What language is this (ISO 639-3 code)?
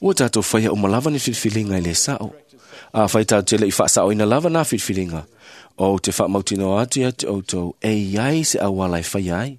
smo